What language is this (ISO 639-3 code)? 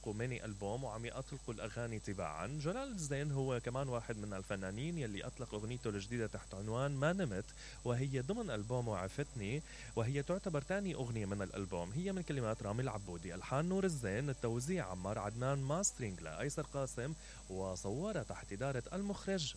acm